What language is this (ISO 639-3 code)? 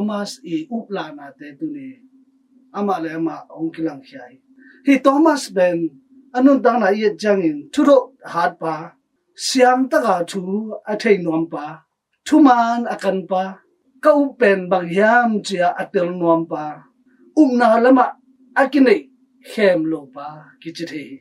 ctd